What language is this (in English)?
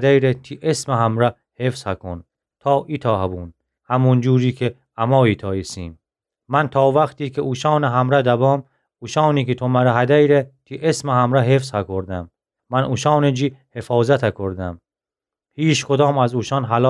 Gilaki